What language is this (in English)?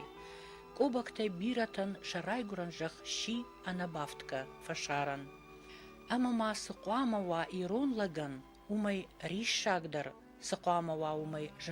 Ossetic